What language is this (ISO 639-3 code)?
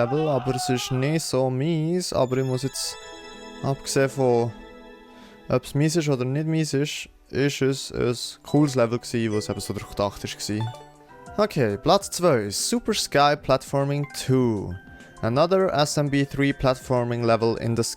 gsw